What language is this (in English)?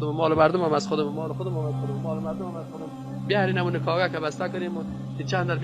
Persian